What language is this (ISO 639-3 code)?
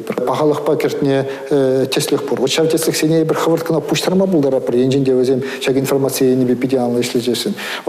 chv